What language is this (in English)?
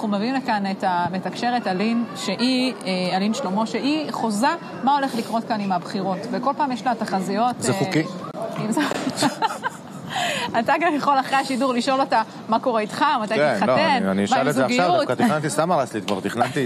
Hebrew